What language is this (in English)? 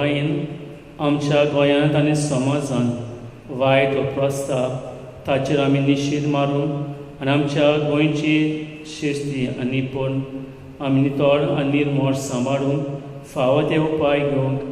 Konkani